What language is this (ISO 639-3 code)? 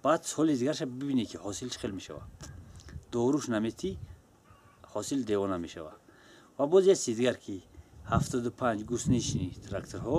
tgk